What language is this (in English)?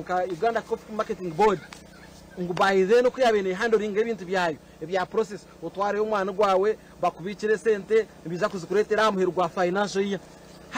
Nyankole